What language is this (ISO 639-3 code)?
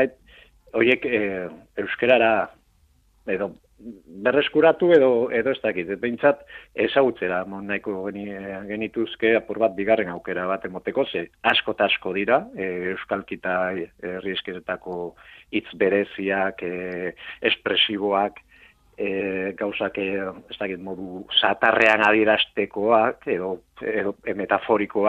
eus